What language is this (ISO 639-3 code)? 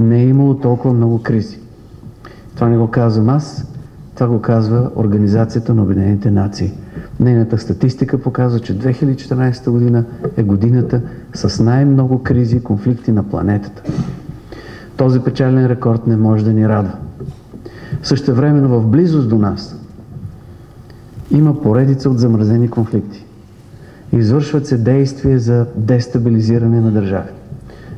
bul